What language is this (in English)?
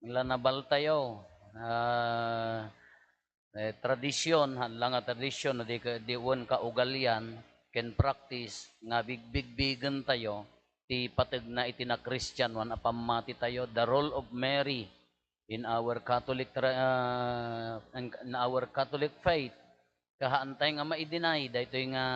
Iloko